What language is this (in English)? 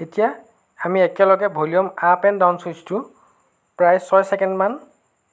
Assamese